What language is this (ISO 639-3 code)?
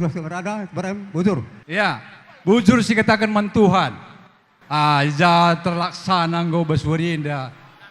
btx